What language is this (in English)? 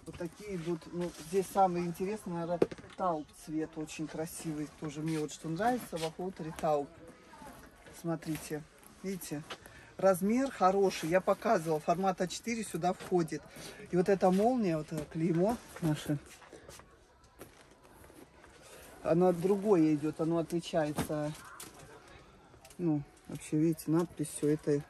Russian